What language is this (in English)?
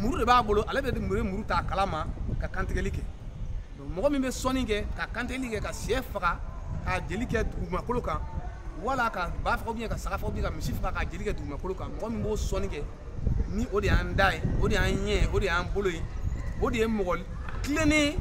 Bambara